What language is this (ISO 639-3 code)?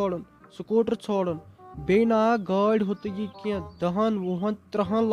kas